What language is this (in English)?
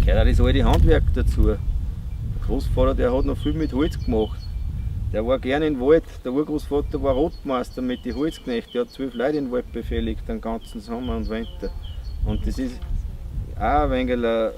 Bavarian